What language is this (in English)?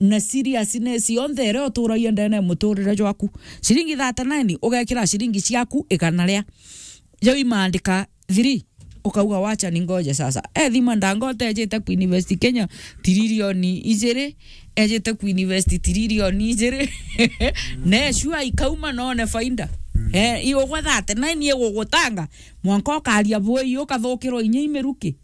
Meru